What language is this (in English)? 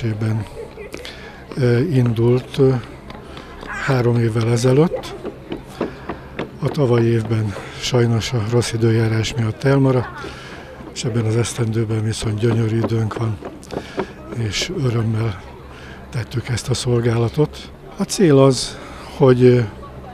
Hungarian